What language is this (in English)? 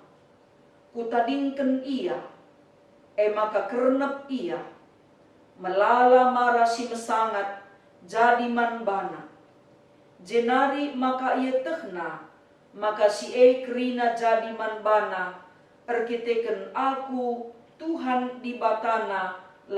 Batak Karo